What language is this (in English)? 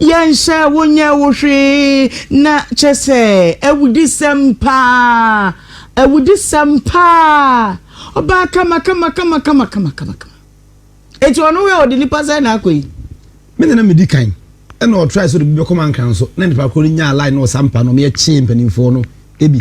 Akan